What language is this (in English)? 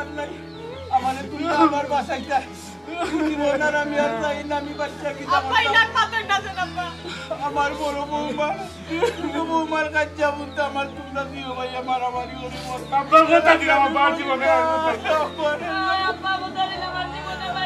Sylheti